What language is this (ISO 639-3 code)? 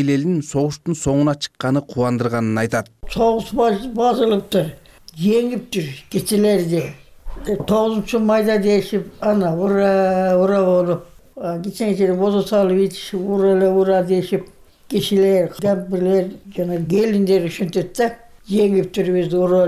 kir